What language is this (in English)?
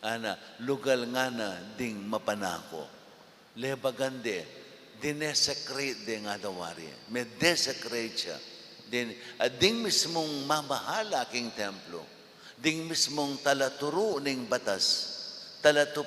Pampanga